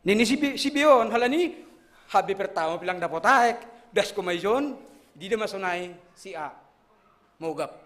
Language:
Batak Simalungun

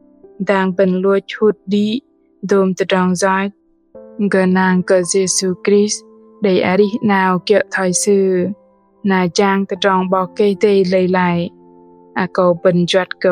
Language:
Bahnar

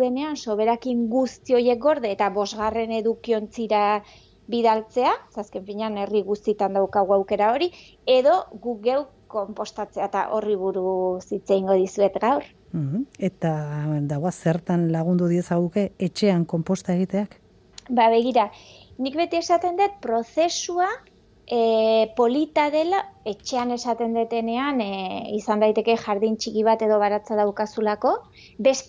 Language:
Basque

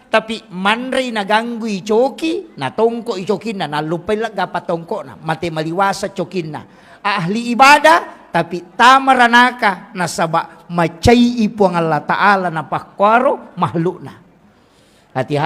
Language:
Buginese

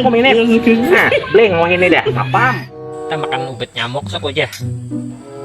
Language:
Banjar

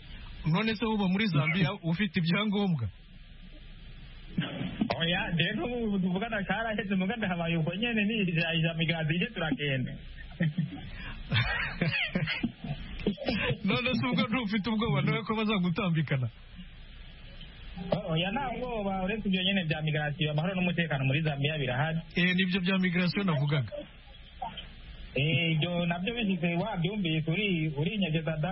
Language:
Kinyarwanda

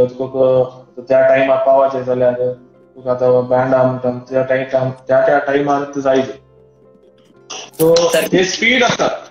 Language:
Konkani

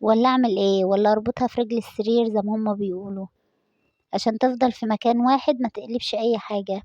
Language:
Egyptian Arabic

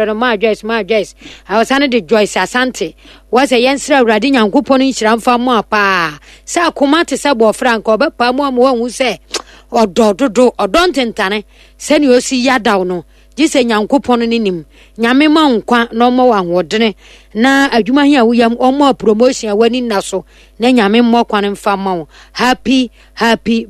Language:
Akan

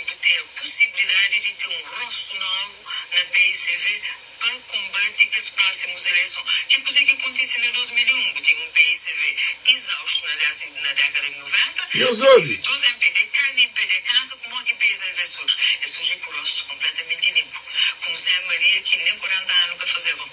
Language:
Kabuverdianu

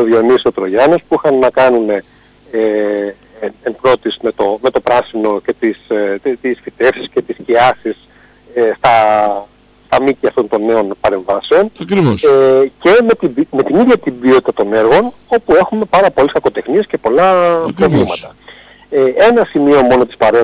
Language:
Greek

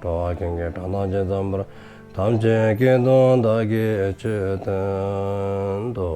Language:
Dzongkha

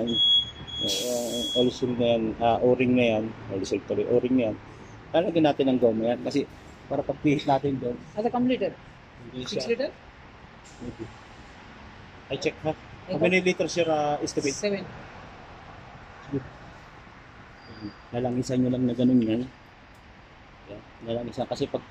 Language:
Filipino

